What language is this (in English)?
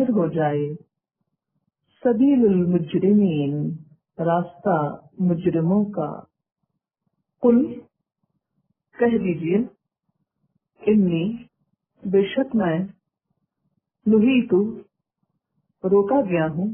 Urdu